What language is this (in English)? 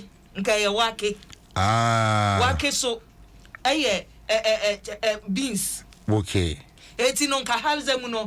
Akan